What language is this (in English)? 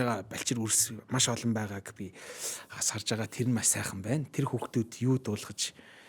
Mongolian